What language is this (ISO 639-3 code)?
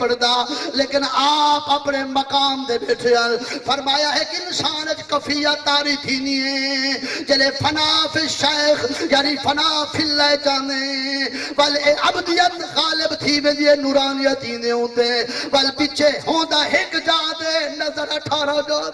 skr